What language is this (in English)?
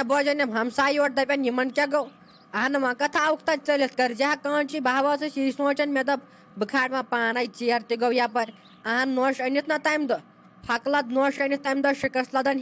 Kashmiri